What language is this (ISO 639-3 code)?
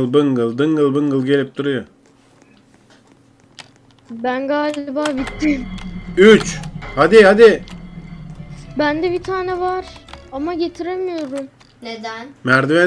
tur